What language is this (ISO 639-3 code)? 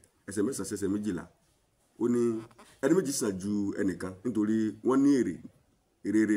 yor